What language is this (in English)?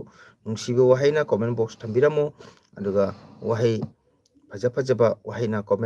Manipuri